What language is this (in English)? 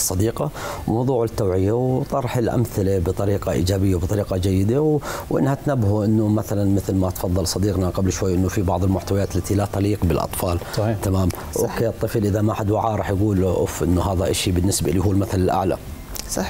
South Levantine Arabic